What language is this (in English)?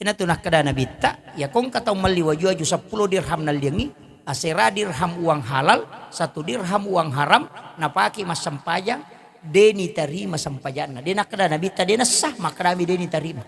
Buginese